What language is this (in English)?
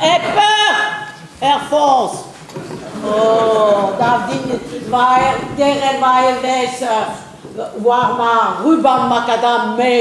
Breton